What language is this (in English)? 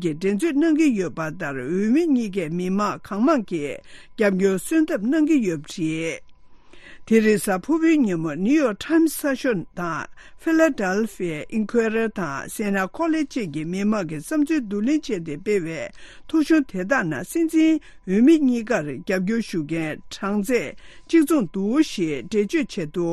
Tibetan